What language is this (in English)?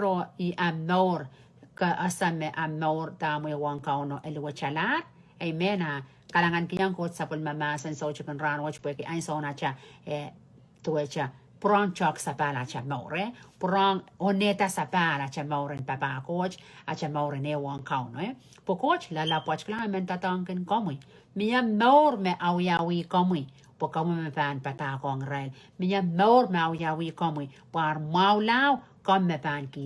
Pohnpeian